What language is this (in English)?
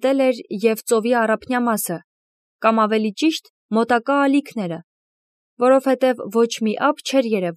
Armenian